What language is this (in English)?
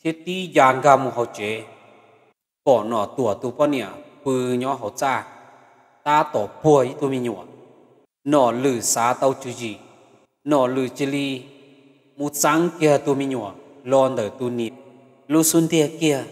Hmong